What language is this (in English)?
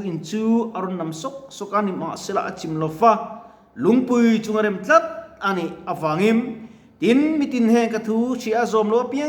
Mizo